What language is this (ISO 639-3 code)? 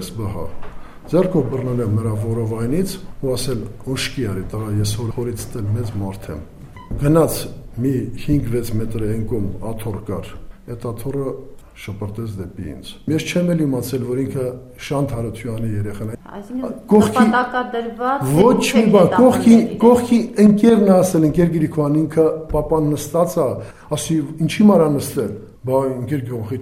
hye